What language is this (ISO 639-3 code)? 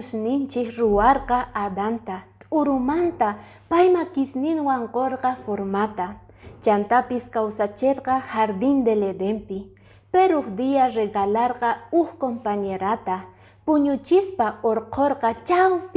que